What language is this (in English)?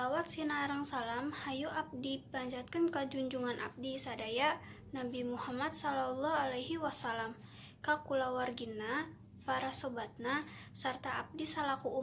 Sundanese